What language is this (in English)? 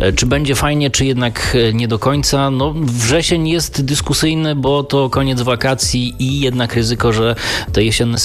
Polish